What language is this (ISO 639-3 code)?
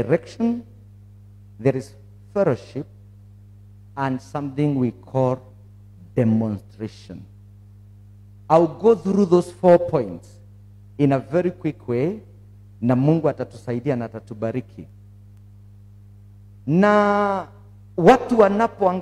swa